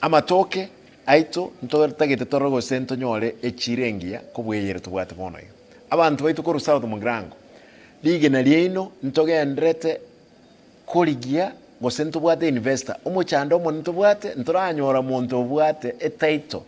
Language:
Gusii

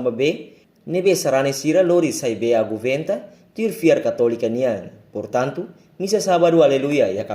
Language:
Tetum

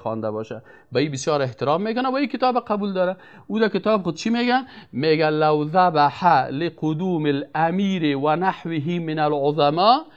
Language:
Persian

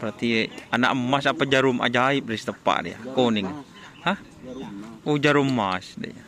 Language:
Madurese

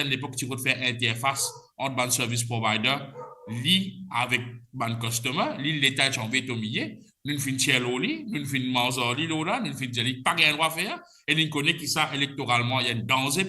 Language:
Morisyen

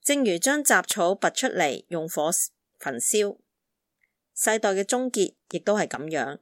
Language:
Cantonese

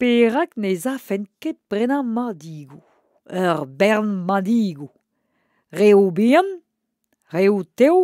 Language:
Breton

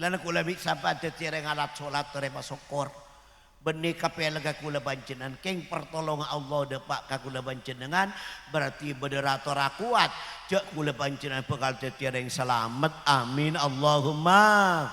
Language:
Madurese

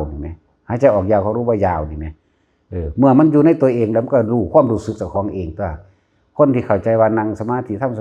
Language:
Northeastern Thai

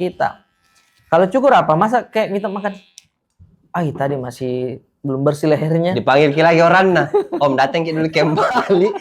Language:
Makassar Malay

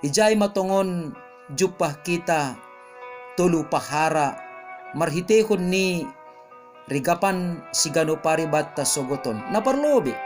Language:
Batak Simalungun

